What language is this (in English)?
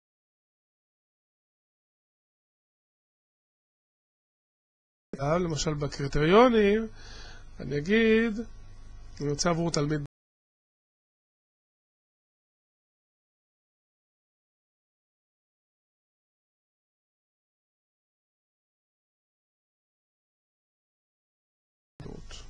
Hebrew